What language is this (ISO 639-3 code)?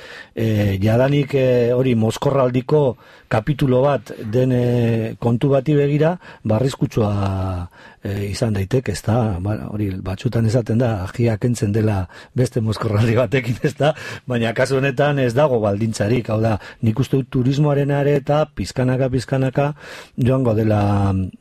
eus